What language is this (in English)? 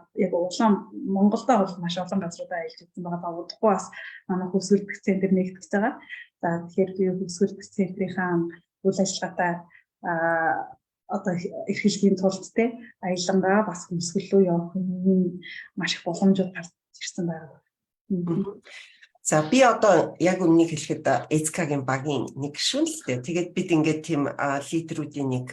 Mongolian